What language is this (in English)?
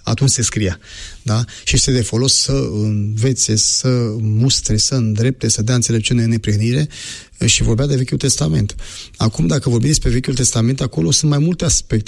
Romanian